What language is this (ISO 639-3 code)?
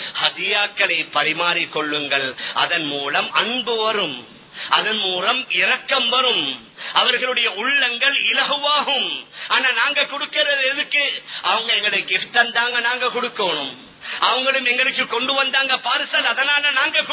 tam